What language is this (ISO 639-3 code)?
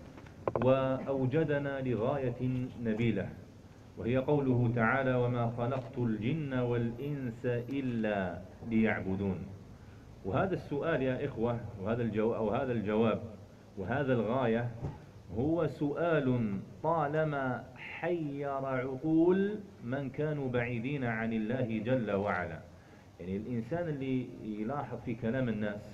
arq